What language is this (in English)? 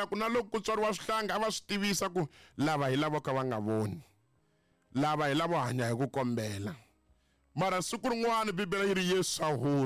Tsonga